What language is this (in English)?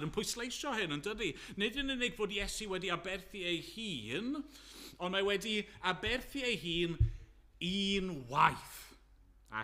Welsh